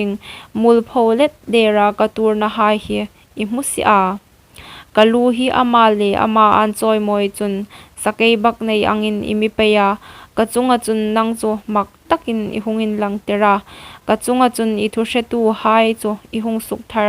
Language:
Hmar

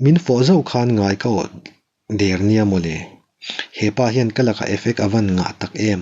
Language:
Mizo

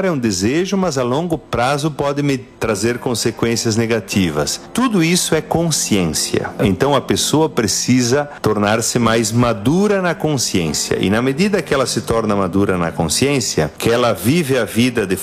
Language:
Portuguese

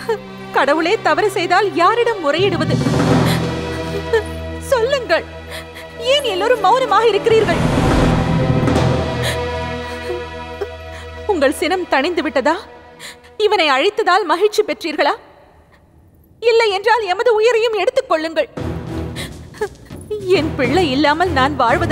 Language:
Tamil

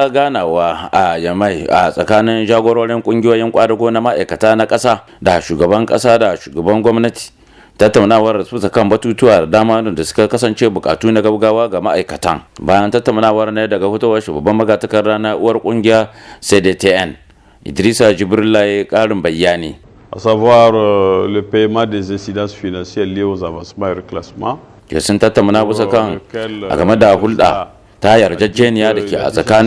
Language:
Hausa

